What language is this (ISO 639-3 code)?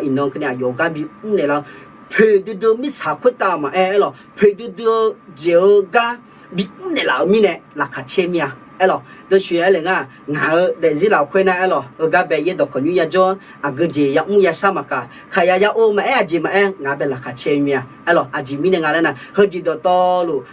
ahk